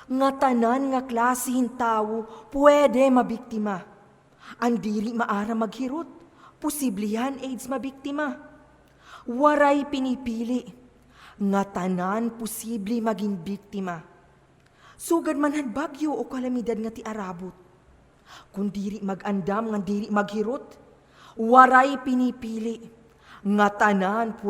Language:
Waray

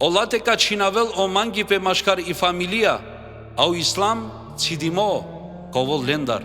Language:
Balkan Romani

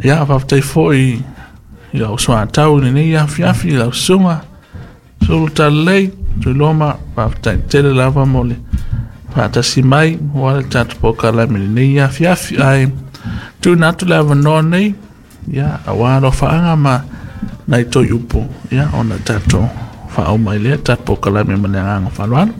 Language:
Samoan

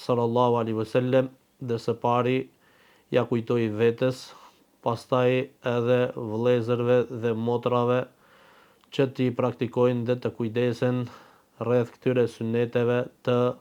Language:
Albanian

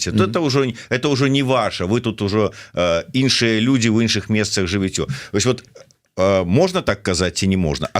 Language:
Belarusian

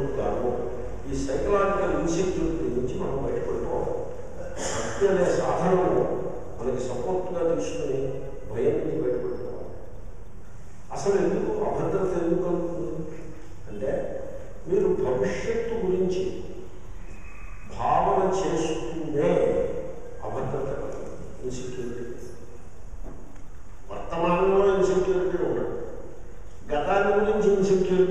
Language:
Telugu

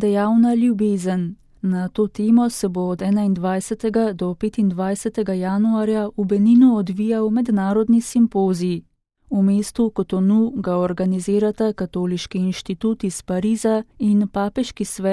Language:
Slovenian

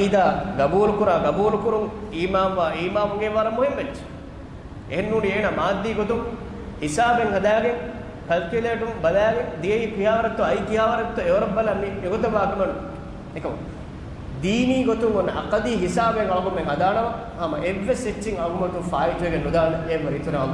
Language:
Divehi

